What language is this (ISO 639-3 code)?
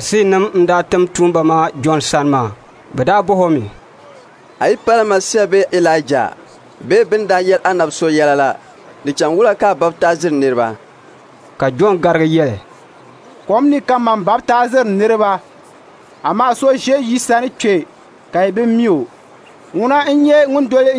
dag